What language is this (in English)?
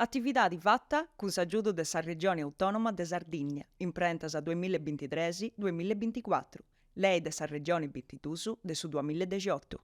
Sardinian